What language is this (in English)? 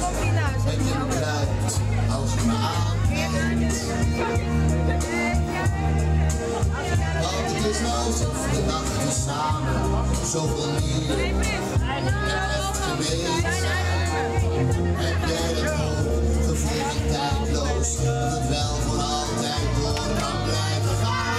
Dutch